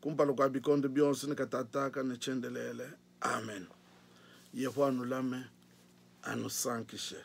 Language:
Luba-Lulua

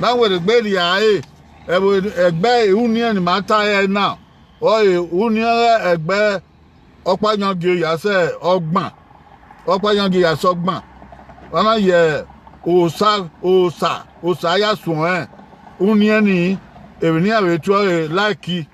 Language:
Bini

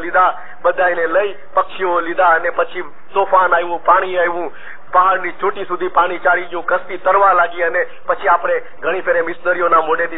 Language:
Gujarati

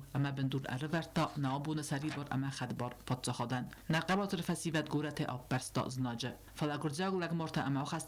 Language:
Ossetic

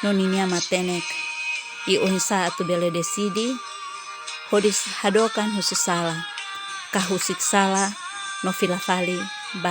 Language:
Tetum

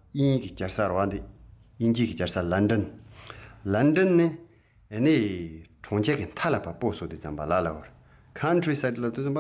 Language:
Tibetan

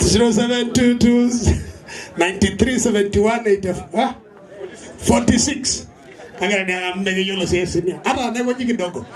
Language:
Masai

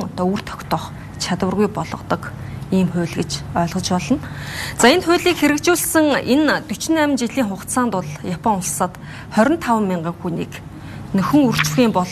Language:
Mongolian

